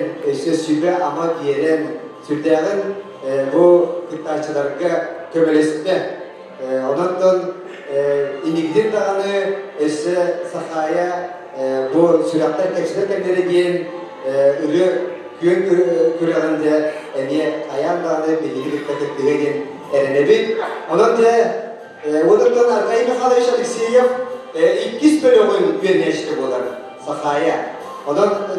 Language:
Yakut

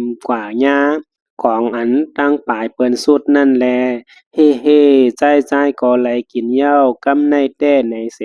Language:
Shan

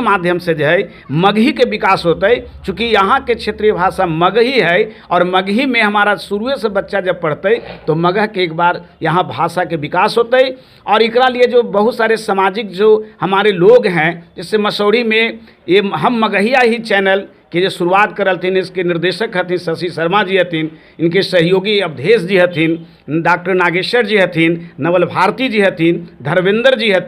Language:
Magahi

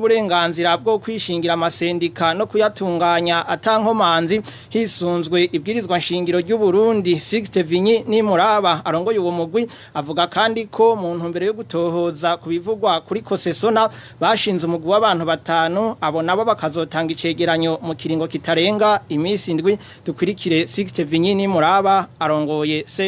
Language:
Rundi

